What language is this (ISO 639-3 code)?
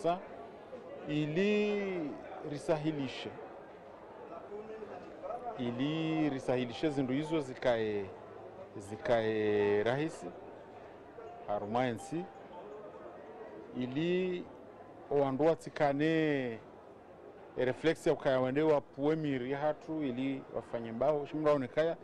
swa